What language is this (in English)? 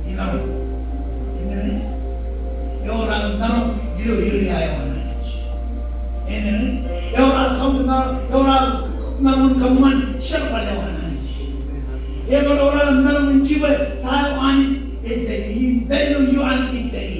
Marshallese